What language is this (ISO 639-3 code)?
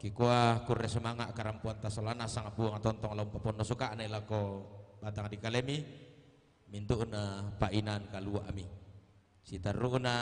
sda